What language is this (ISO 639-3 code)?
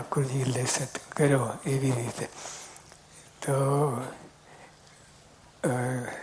guj